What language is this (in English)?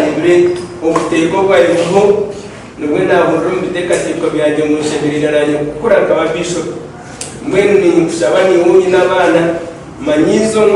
Nyankole